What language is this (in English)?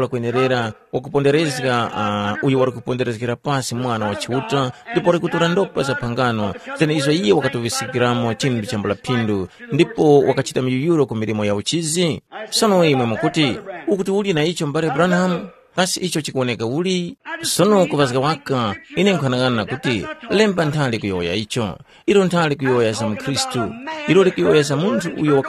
Tumbuka